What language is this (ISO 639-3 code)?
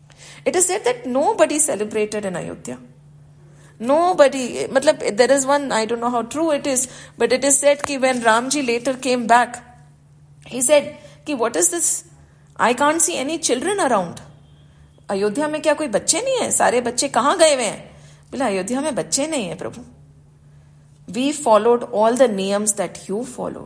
hin